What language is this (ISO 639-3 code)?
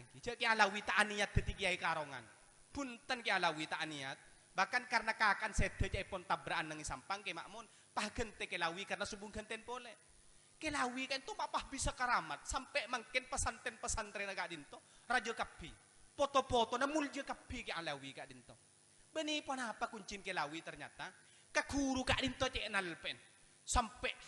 mad